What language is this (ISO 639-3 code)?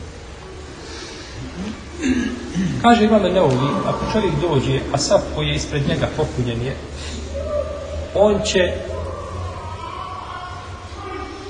bos